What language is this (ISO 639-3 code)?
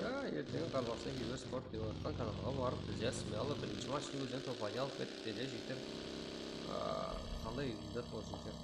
kaa